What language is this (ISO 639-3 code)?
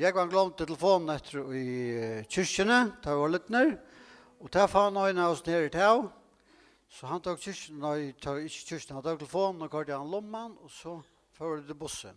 fao